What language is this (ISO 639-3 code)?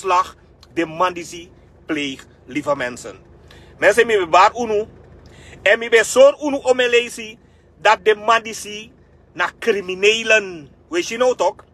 srn